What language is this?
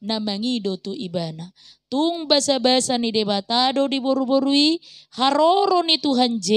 Batak Toba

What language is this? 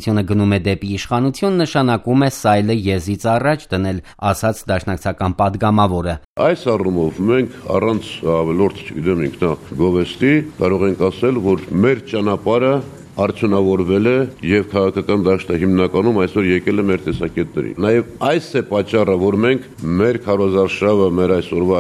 Armenian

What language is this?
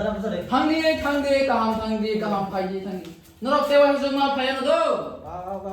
Kok Borok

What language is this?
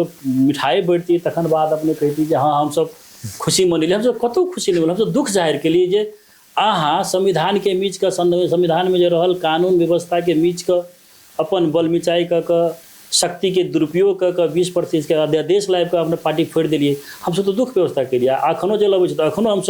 Maithili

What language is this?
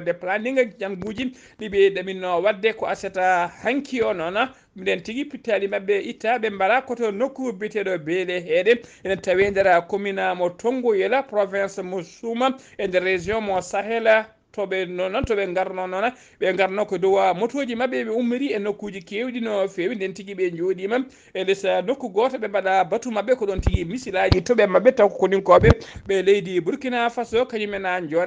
Fula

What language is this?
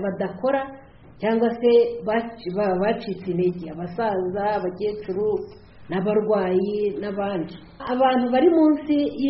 Kinyarwanda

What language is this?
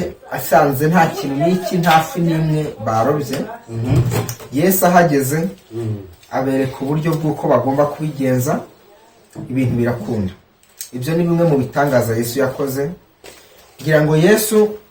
Kinyarwanda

